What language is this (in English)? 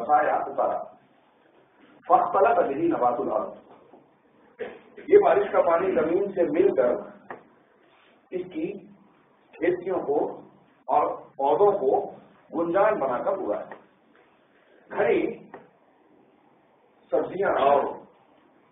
Urdu